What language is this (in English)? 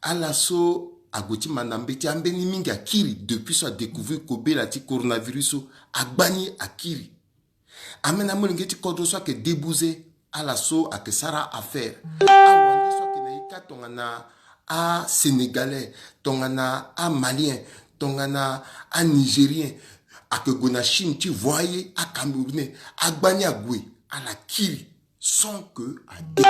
Sango